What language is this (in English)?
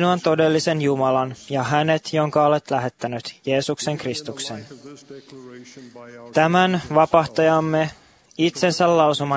Finnish